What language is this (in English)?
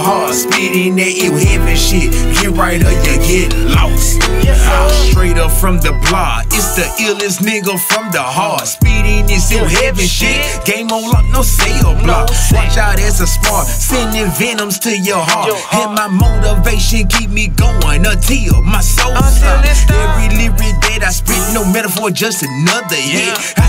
English